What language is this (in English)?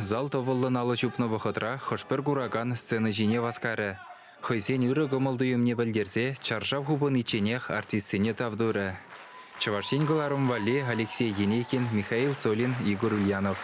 Chuvash